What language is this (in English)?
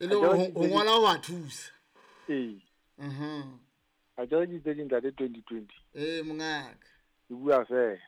Southern Sotho